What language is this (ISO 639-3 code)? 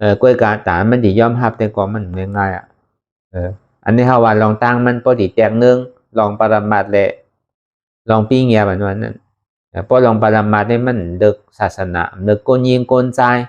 shn